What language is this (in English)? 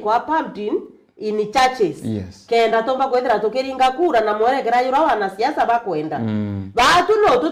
Meru